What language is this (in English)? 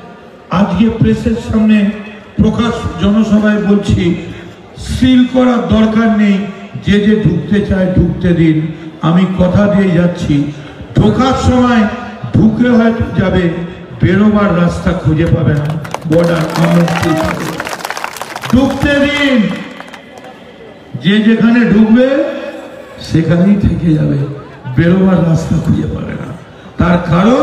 Bangla